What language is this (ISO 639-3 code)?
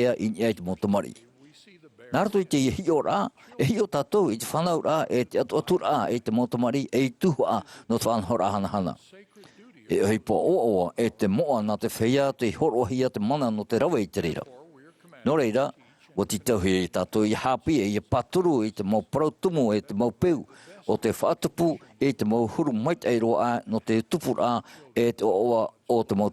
tah